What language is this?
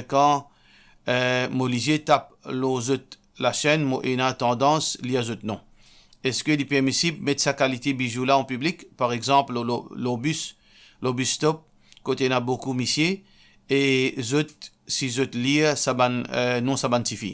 Morisyen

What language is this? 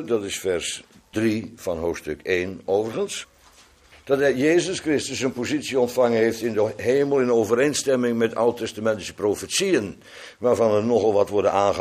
Dutch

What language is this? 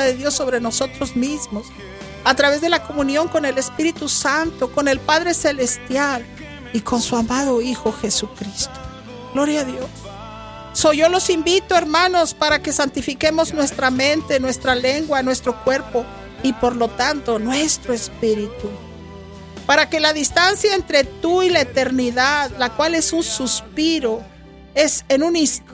Spanish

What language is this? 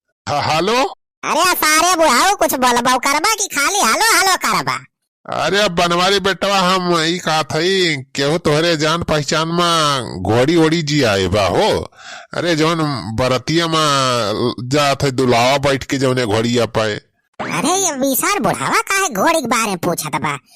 Awadhi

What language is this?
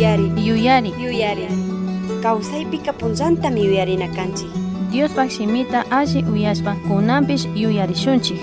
Chimborazo Highland Quichua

